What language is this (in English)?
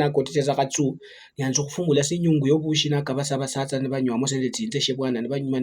Luyia